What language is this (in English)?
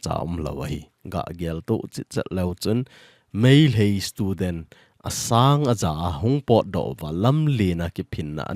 Thado Chin